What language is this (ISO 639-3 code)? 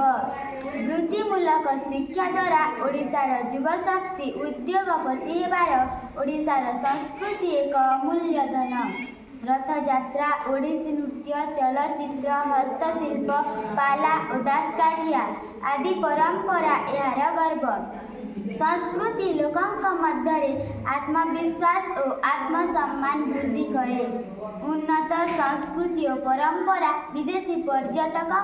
ori